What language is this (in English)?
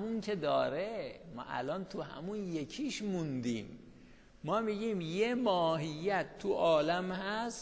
Persian